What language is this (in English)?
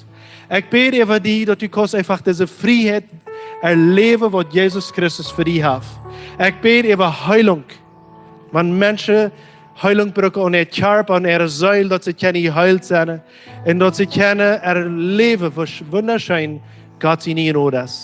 Plautdietsch